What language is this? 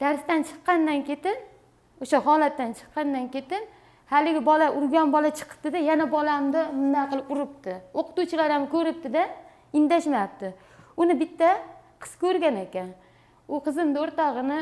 Uzbek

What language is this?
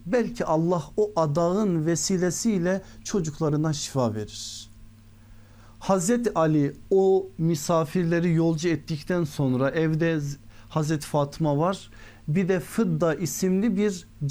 Turkish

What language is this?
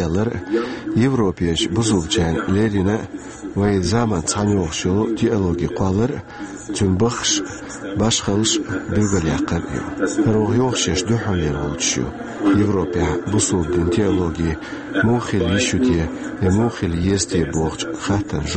Chechen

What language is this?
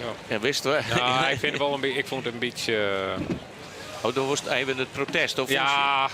Western Frisian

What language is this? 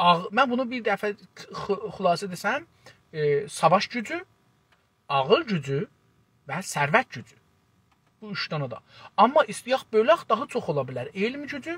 South Azerbaijani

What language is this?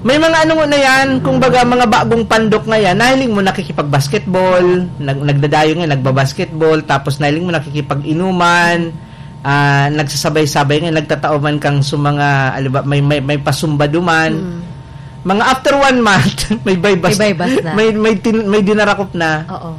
Bikol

